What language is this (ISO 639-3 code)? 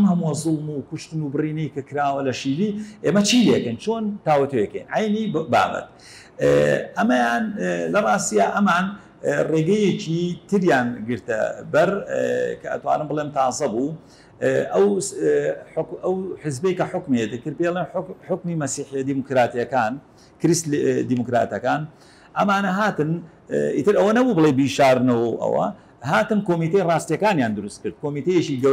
ckb